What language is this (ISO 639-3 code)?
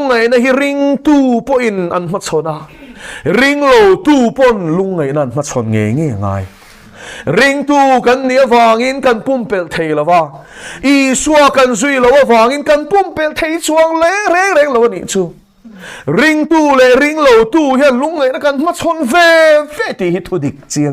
lus